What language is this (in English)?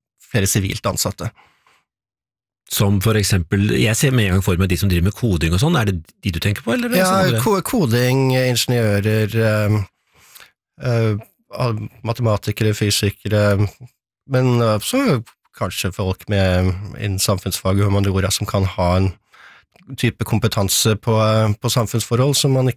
Norwegian